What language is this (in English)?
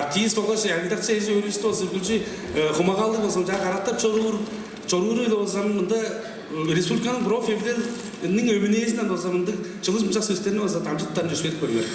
Tuvinian